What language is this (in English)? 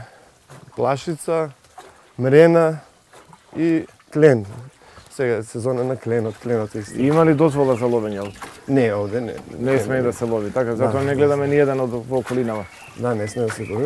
Macedonian